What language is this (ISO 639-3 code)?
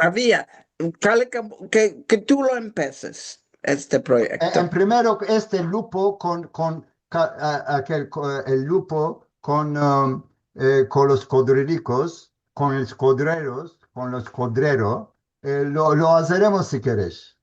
lad